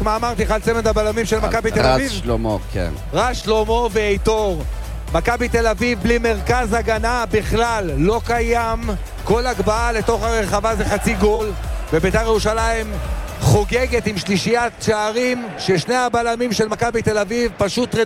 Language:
Hebrew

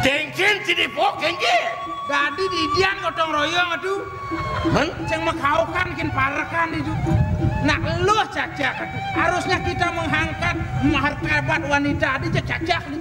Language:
Balinese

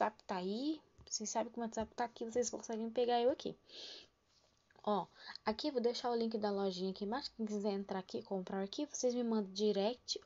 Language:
Portuguese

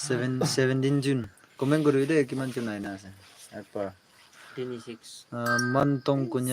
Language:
Naga Pidgin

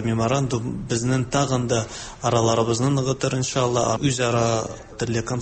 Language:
Tatar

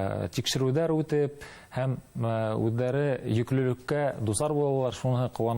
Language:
Bashkir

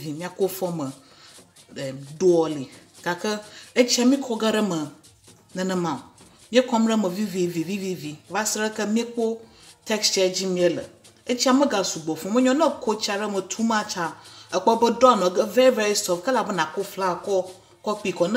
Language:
Ewe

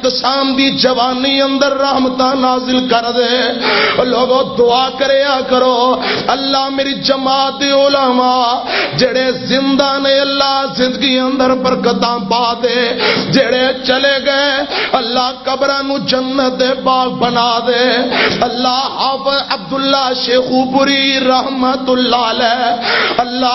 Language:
Western Panjabi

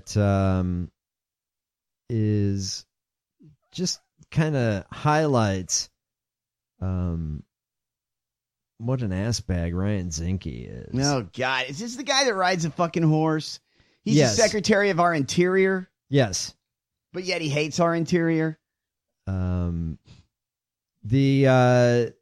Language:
English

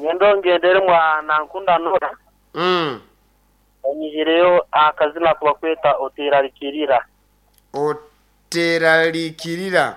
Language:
Nyankole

